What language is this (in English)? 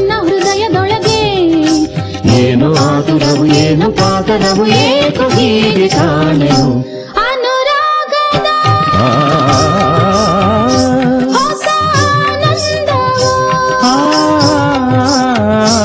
Kannada